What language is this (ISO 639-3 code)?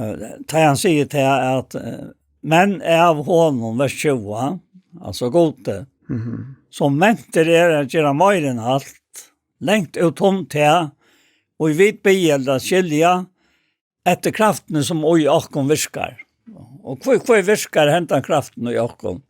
fao